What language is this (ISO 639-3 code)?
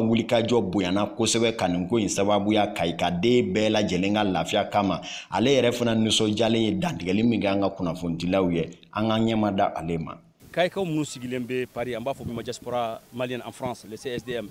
bam